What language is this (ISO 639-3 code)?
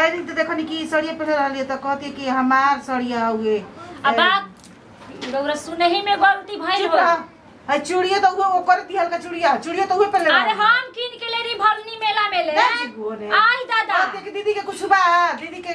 bho